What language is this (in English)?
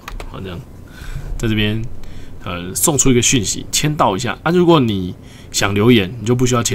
Chinese